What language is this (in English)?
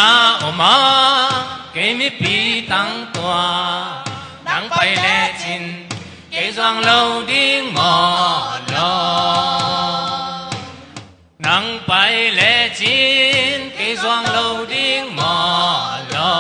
Tedim Chin